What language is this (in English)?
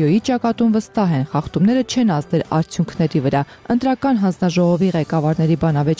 Armenian